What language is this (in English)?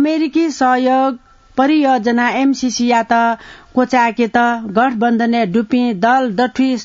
Newari